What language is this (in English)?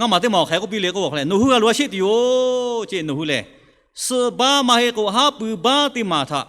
Lahu